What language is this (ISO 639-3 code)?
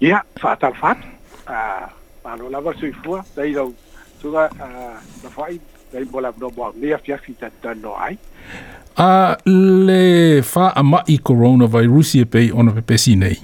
smo